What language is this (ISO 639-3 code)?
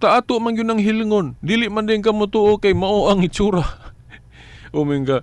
ceb